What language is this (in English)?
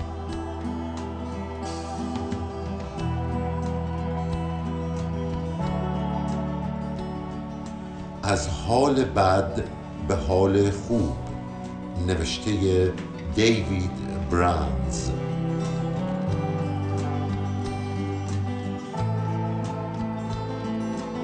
Persian